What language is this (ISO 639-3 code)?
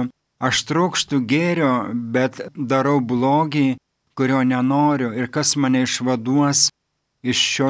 lit